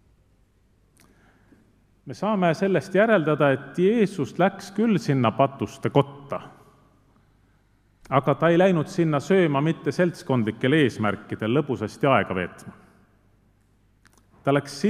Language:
Estonian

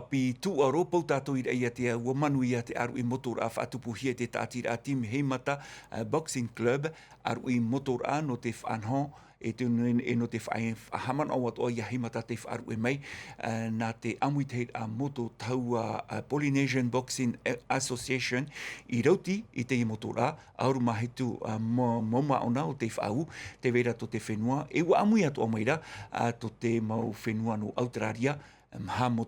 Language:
Tahitian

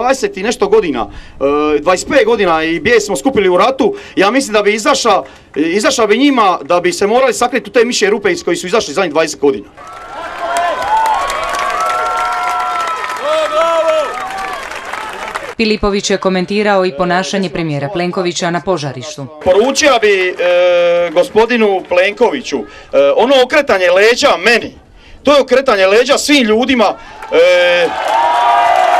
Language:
Croatian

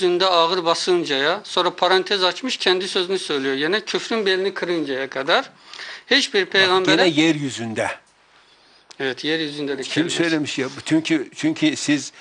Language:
Turkish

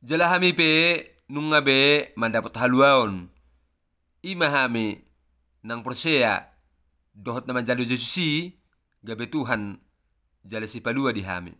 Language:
Batak Toba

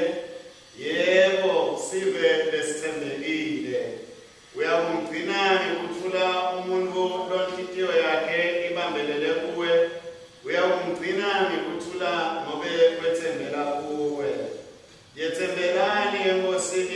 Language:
Swati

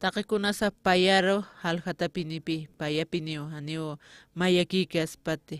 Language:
Aymara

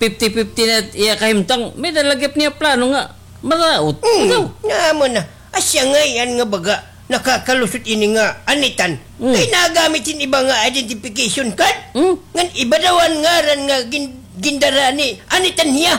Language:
Waray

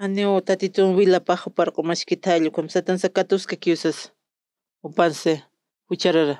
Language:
Aymara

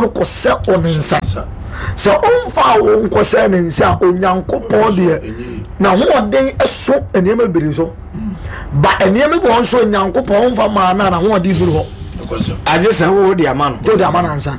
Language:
Akan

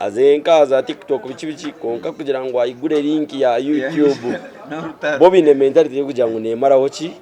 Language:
Nyankole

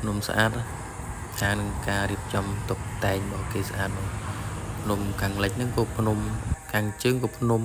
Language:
Khmer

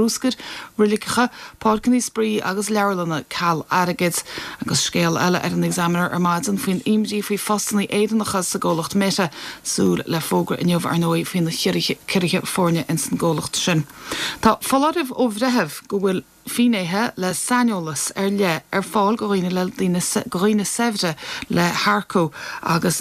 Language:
Irish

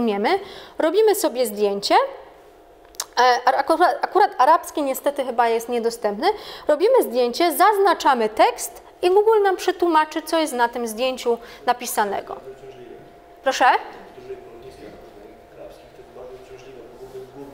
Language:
Polish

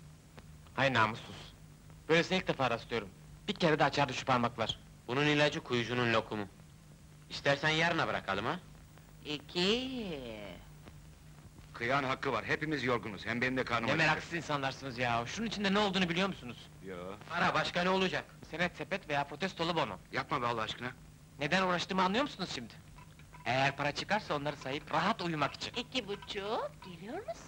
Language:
Turkish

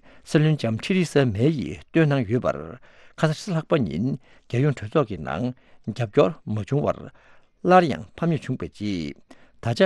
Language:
Tibetan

